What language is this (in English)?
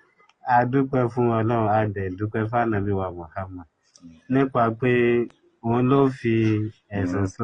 Yoruba